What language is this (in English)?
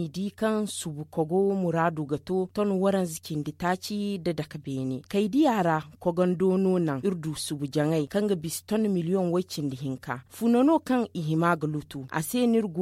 Zarma